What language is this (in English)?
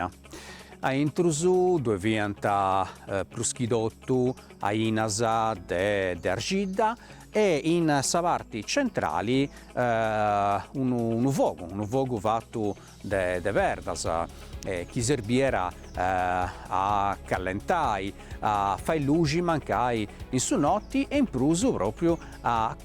Sardinian